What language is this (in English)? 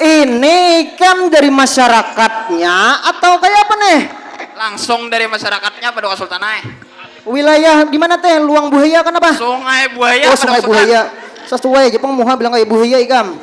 Banjar